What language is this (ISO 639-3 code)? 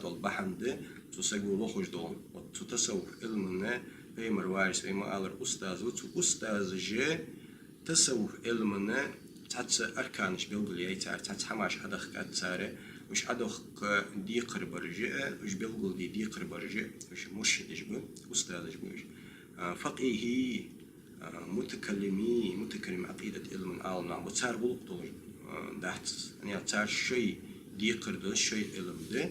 inh